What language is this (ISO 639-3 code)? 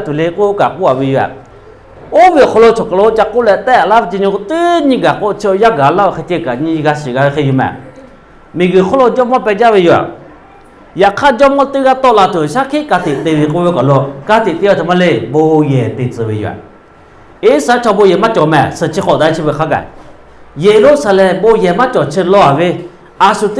lhu